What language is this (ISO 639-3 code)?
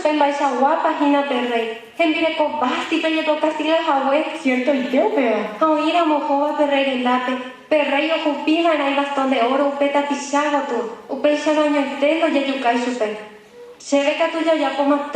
grn